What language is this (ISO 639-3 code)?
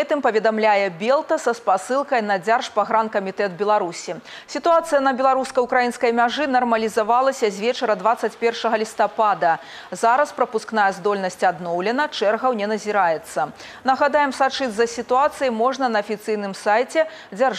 bel